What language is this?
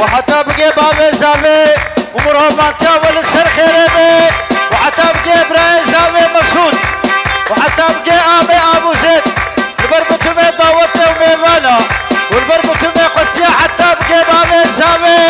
Kurdish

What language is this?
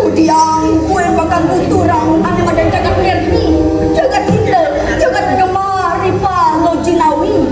Balinese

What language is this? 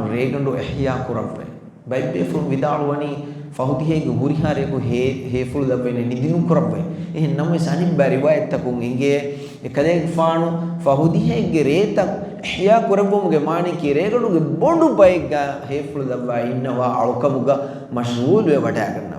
Divehi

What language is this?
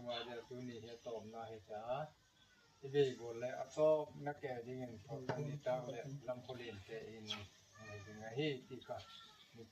Gangte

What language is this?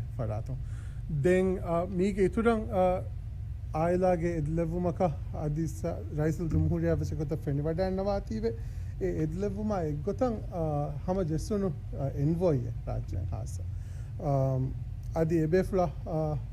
Divehi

